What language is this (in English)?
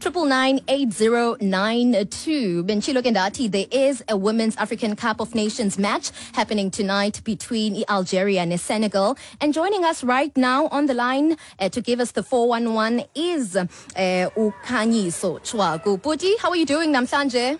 Xhosa